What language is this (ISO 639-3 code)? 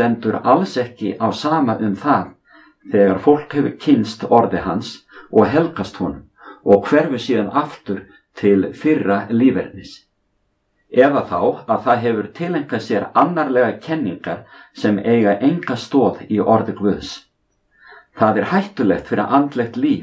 isl